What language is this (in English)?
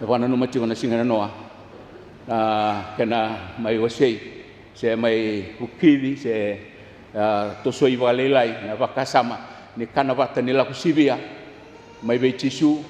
Fijian